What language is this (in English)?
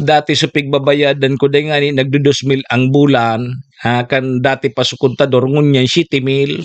Bikol